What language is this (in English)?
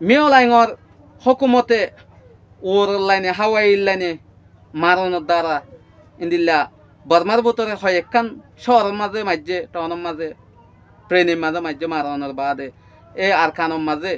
Rohingya